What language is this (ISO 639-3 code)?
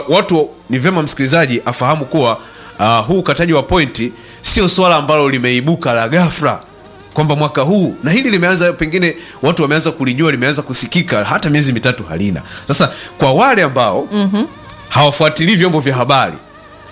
swa